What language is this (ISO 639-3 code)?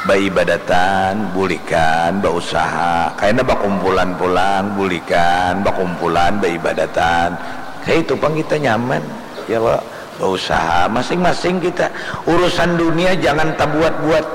bjn